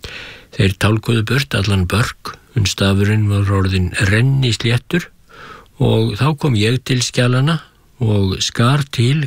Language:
Icelandic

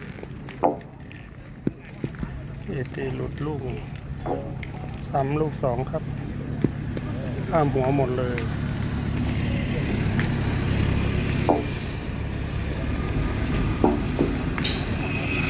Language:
Thai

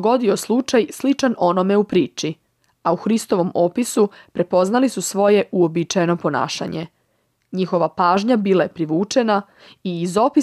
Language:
Serbian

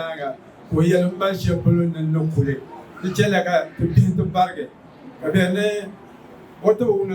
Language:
Dagbani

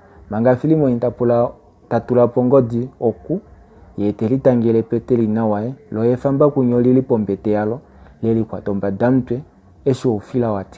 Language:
Kuanyama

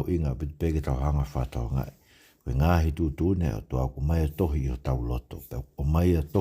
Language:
Tongan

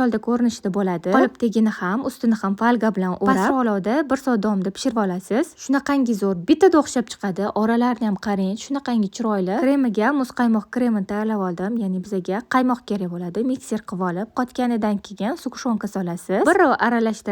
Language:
Uzbek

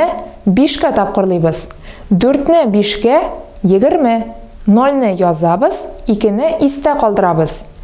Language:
Tatar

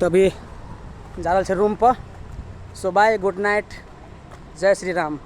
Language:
Maithili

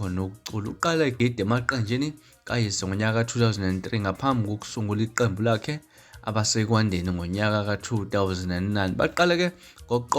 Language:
Zulu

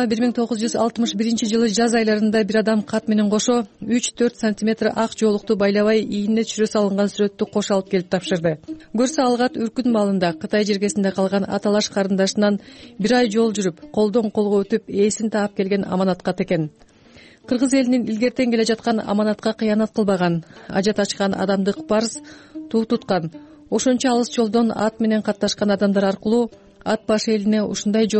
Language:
Kyrgyz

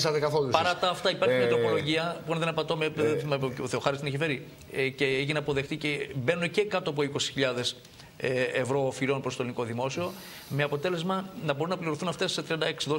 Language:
Greek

